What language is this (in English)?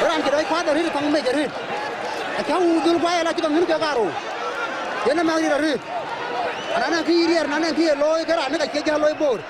Dinka